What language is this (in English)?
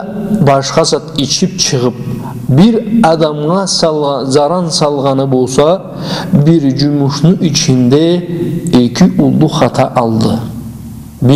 Karachay-Balkar